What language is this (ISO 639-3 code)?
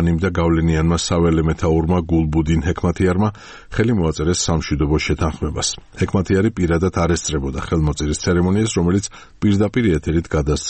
kat